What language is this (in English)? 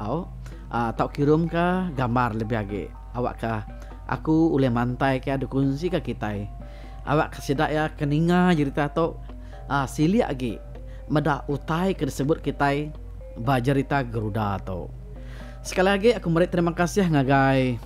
Iban